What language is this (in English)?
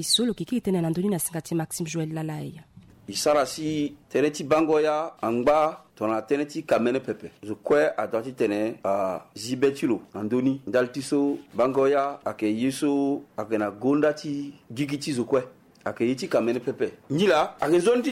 Sango